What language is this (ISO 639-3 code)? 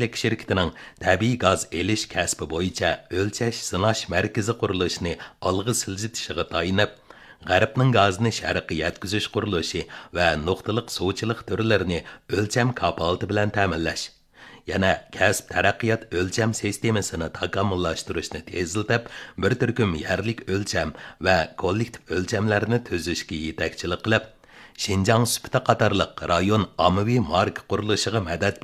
uig